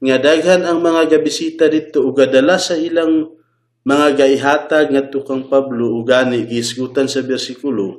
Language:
Cebuano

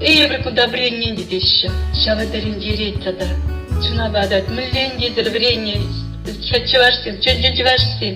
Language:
Chuvash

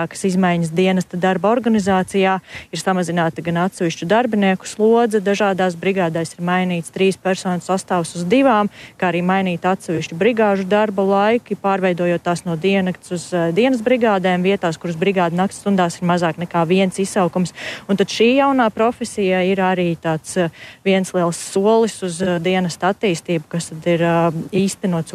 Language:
Latvian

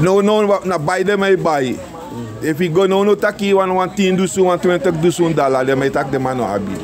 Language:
Sranan Tongo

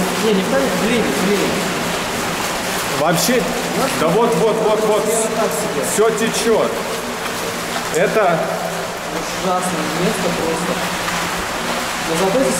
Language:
Russian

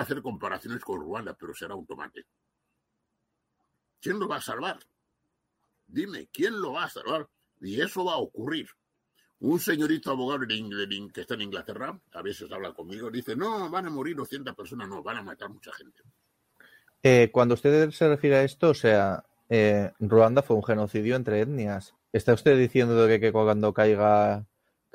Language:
Spanish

